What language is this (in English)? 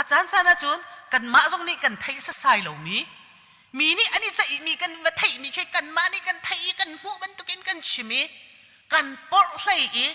Hakha Chin